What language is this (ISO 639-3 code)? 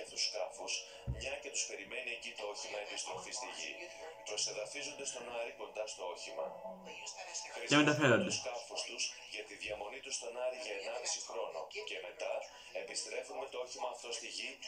ell